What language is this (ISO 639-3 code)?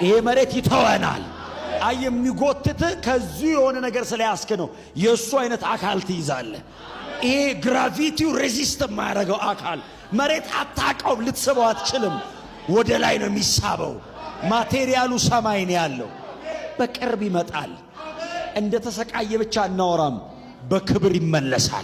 amh